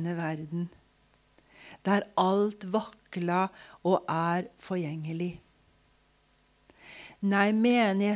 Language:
Norwegian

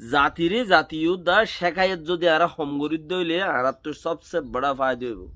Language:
Rohingya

